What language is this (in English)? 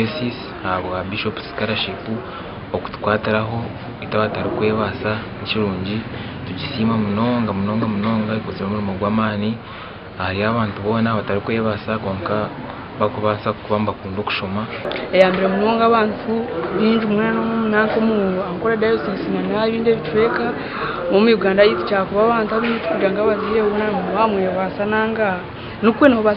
Nyankole